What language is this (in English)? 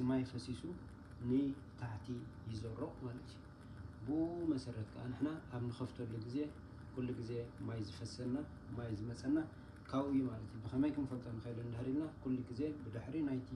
Tigrinya